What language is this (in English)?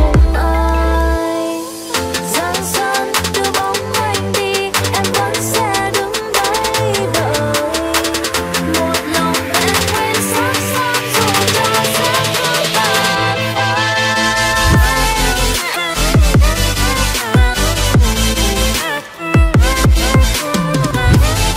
Vietnamese